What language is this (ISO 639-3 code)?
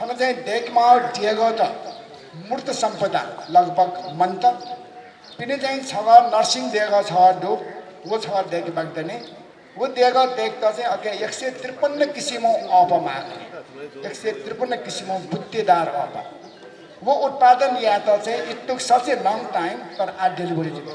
new